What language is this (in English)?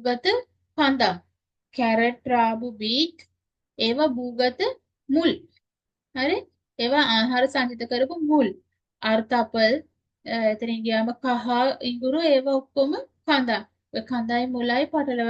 Sinhala